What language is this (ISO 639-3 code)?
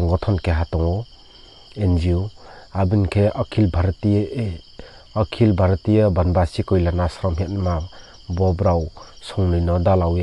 ria